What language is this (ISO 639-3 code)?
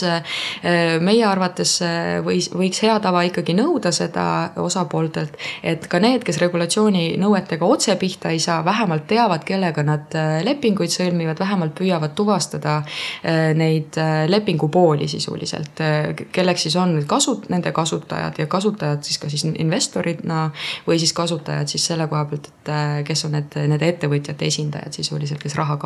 est